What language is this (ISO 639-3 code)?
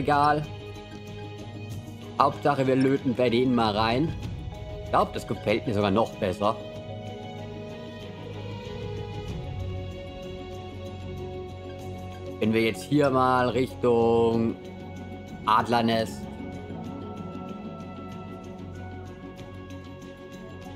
deu